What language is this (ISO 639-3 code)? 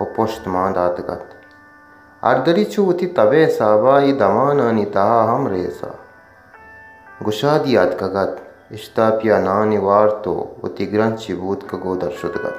bal